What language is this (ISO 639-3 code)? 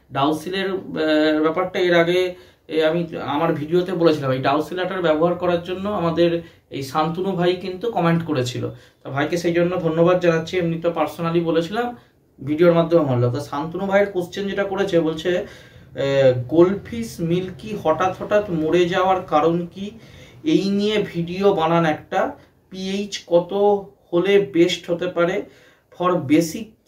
ben